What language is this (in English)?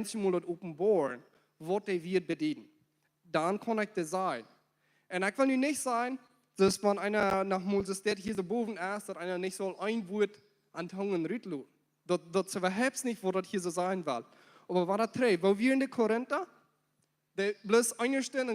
Plautdietsch